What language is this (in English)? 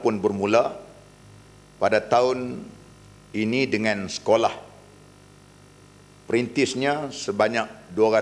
Malay